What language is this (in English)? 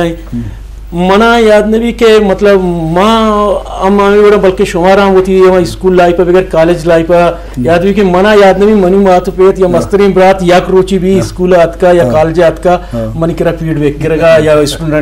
Eastern Balochi